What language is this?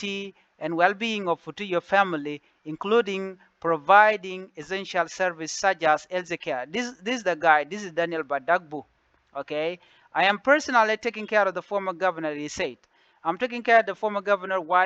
Nuer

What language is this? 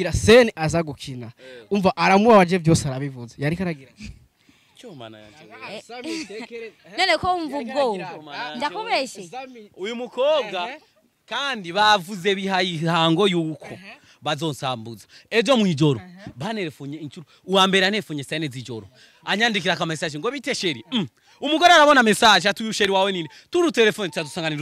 Rundi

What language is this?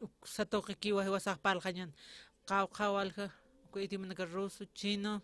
Aymara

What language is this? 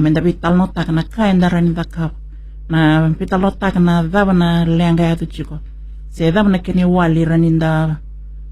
Fijian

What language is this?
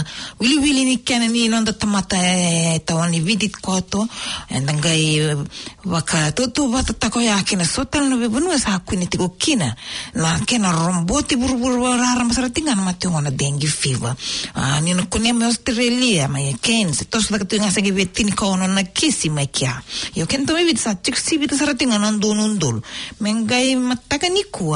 Fijian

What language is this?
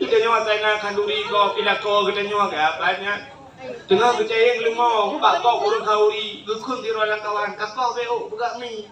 Achinese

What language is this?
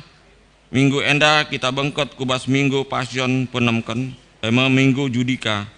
Batak Karo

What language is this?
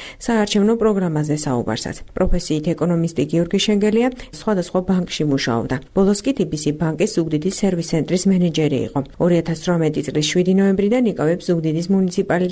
Georgian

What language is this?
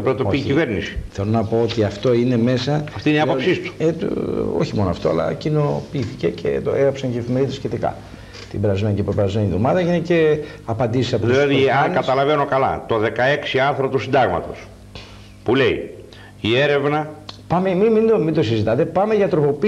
Greek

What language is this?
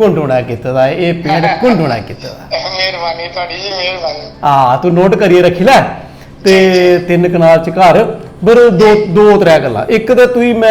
Dogri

